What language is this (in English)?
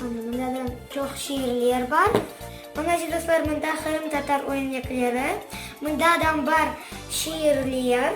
Crimean Tatar